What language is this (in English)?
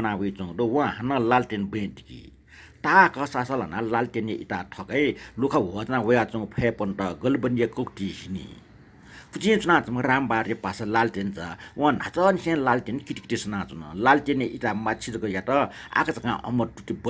Newari